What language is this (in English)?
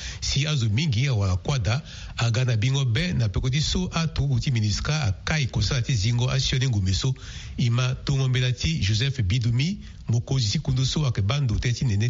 Sango